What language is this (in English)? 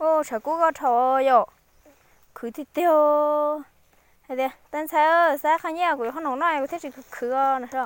Hmong